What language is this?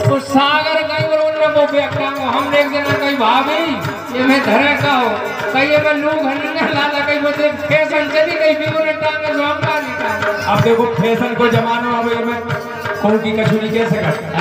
Bundeli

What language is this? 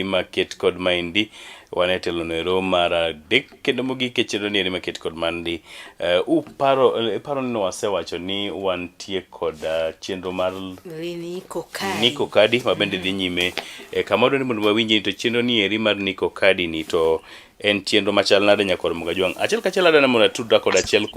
Luo (Kenya and Tanzania)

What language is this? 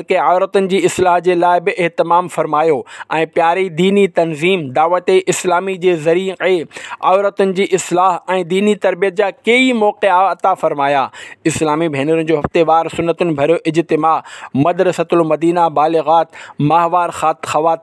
Sindhi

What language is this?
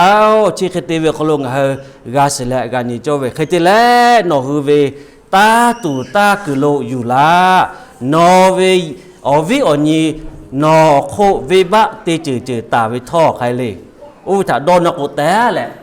Lahu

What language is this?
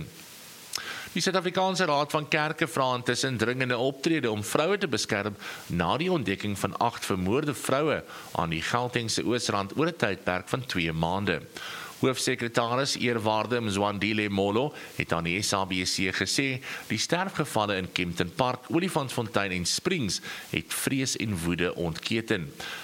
Afrikaans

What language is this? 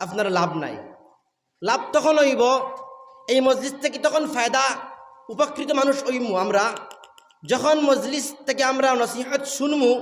Sylheti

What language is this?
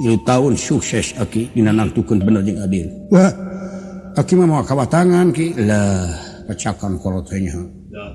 Sundanese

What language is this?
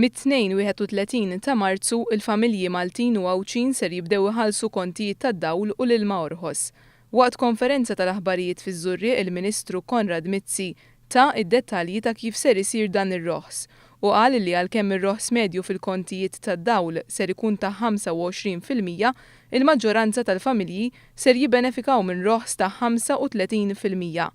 Maltese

